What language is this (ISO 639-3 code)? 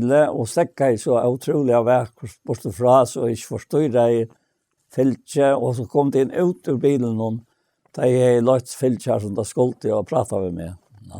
fao